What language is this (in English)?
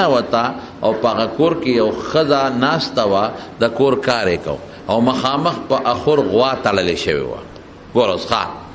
Pashto